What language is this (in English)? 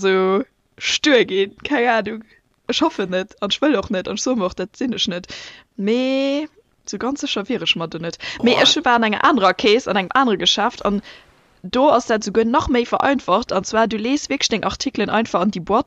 Luxembourgish